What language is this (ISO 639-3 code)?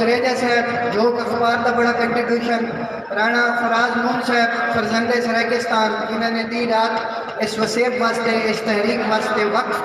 skr